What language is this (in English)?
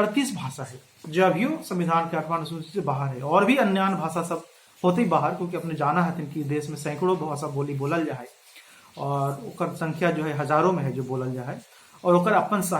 Magahi